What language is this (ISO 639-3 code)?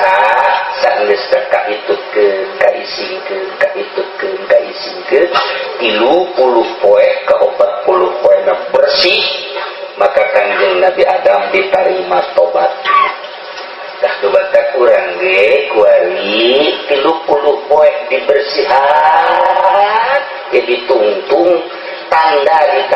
sun